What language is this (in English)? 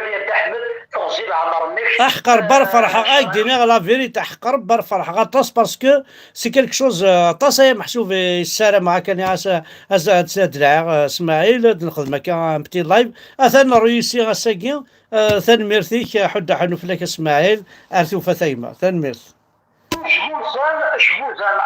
Kabyle